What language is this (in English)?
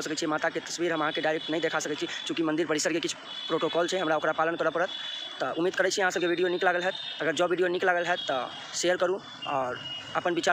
Maithili